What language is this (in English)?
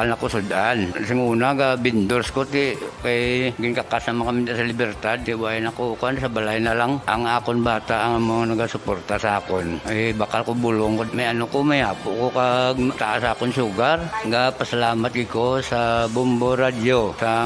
Hiligaynon